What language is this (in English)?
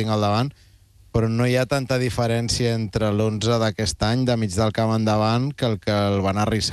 Catalan